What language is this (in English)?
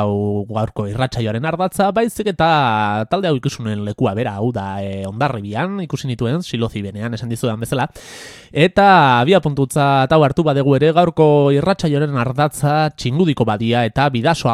Basque